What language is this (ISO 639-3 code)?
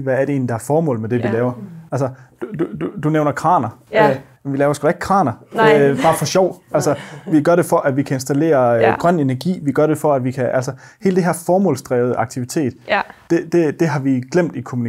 dan